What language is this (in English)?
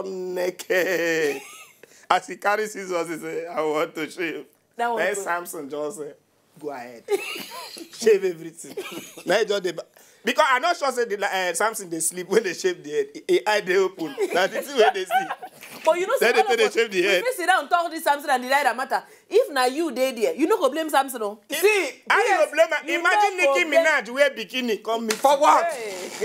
Nigerian Pidgin